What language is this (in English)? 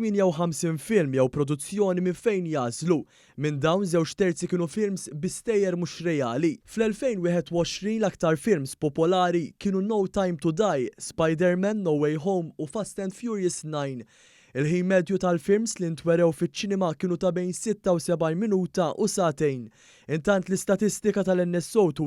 Maltese